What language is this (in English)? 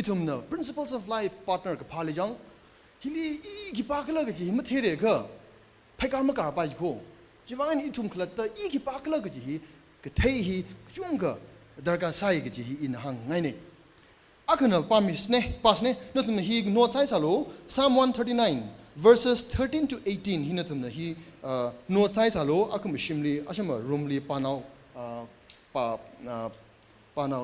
Tangkhul Naga (India)